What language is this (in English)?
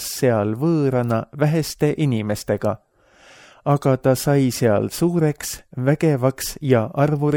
Estonian